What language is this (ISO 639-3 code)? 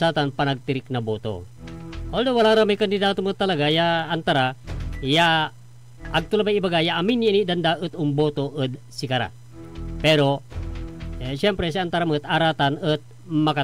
pag